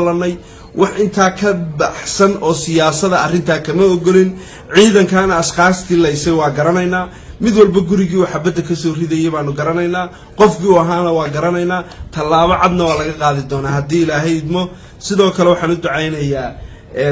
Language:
Somali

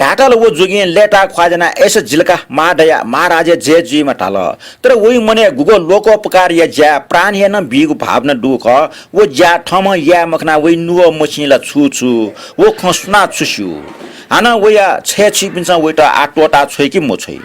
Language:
Newari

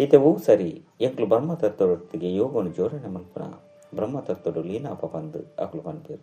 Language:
Tulu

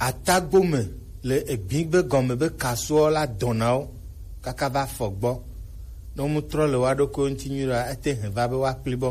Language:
Gen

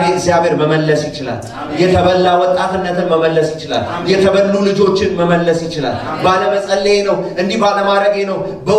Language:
Amharic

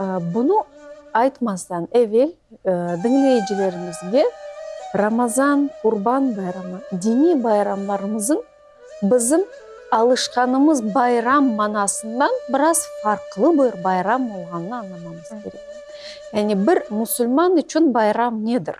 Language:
Crimean Tatar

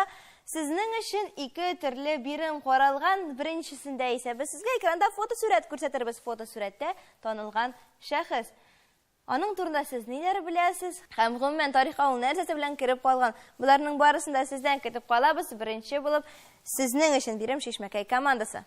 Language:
Tatar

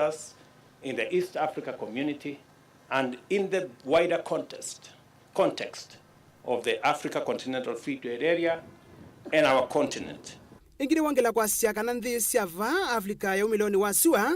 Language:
Kamba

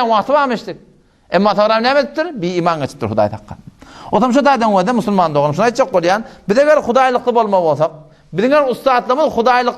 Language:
Turkmen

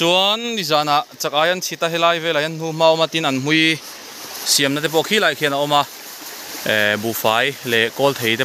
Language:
Mizo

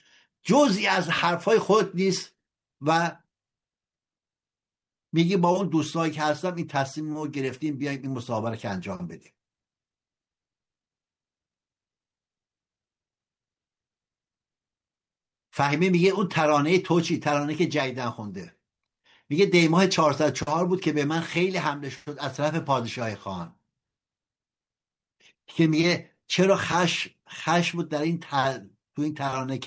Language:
Persian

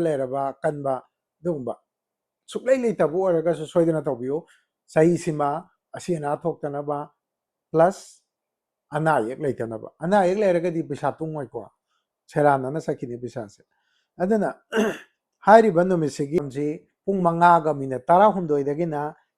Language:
Manipuri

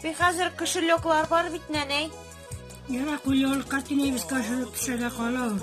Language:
Tatar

